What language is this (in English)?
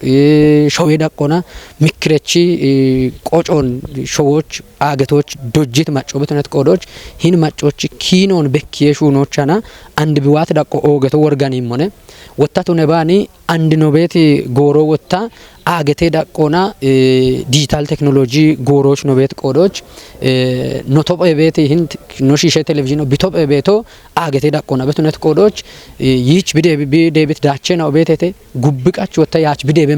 Kafa